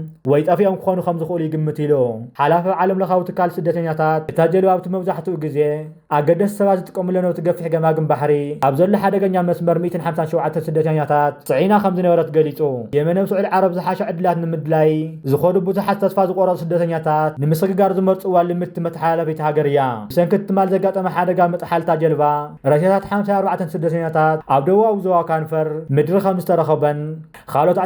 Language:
Tigrinya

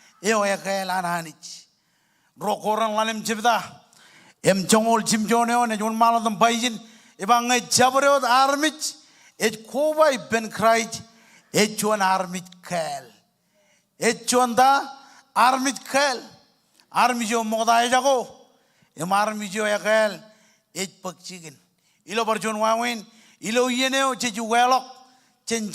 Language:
Marshallese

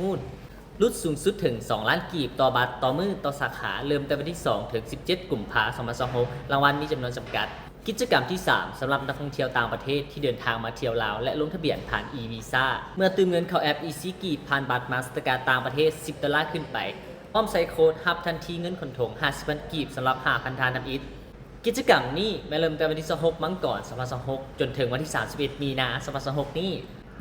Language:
Lao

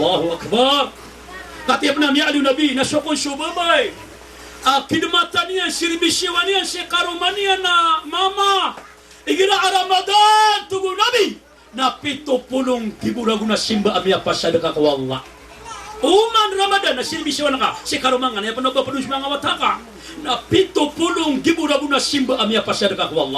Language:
Maranao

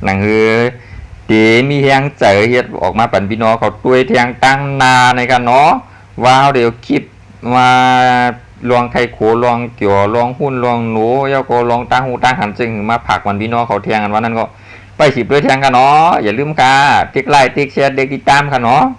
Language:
Shan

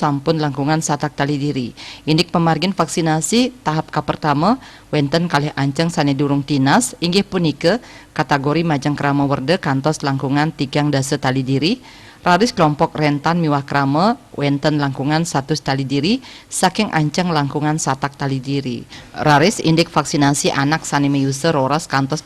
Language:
Balinese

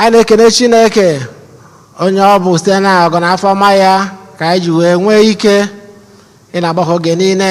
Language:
Igbo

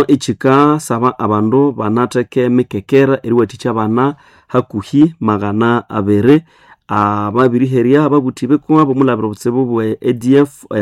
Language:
Nande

